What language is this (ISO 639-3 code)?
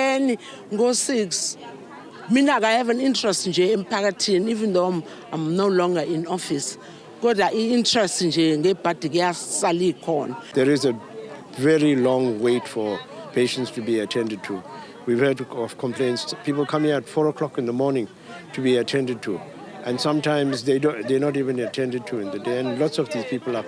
zul